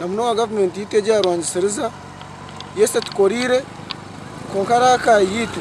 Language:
Nyankole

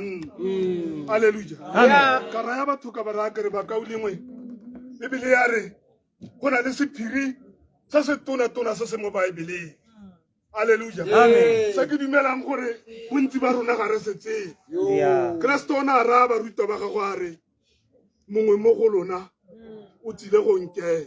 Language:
Tswana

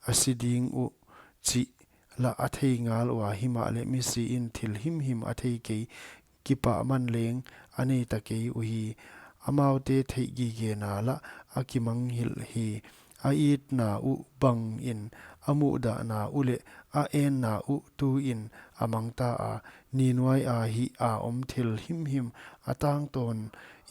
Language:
Paite Chin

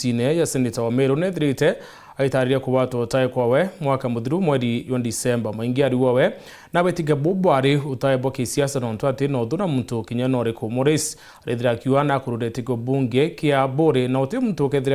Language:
Meru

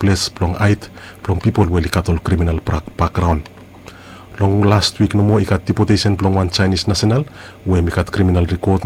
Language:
Bislama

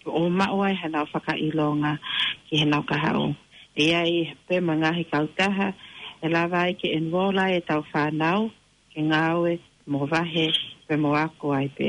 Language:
Tongan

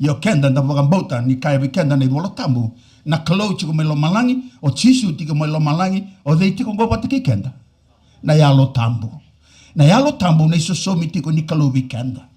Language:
Fijian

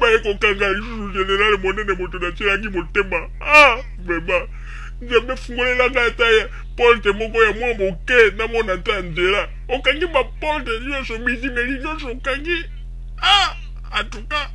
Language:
Lingala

